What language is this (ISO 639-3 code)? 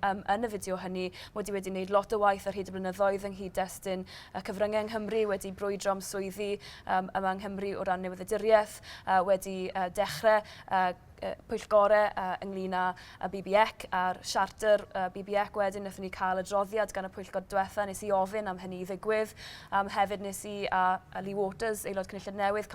cym